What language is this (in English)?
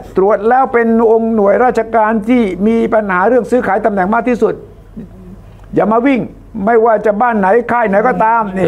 Thai